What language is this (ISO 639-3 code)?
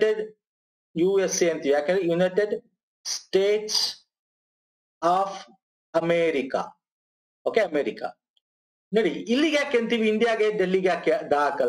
kan